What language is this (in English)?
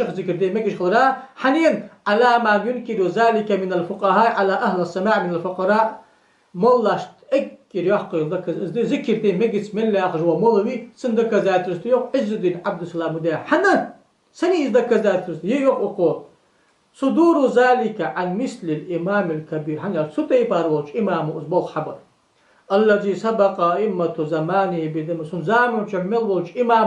Ingush